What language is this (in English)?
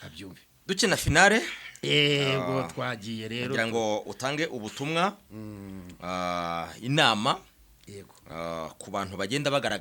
Kinyarwanda